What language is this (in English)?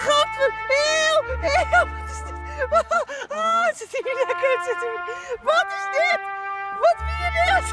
Western Frisian